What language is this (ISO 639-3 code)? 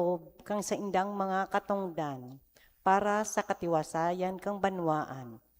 bik